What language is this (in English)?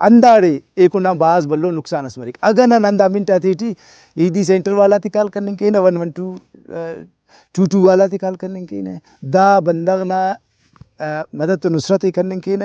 Brahui